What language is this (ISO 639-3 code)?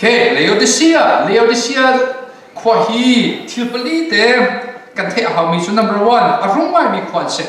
cnh